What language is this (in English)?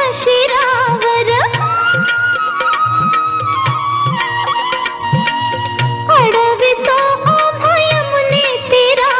Marathi